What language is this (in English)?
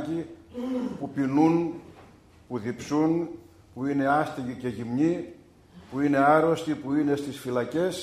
Greek